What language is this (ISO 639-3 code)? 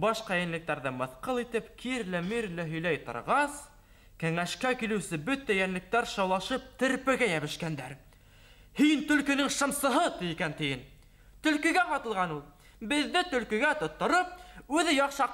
bak